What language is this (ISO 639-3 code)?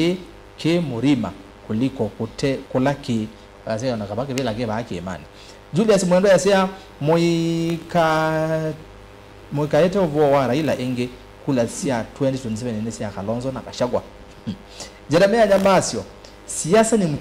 kam